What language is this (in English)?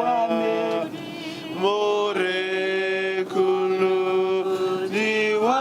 Tswana